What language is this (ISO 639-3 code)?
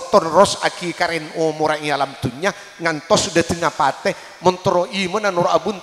mad